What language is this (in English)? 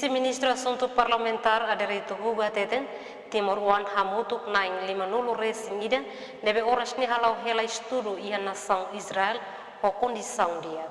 Tetum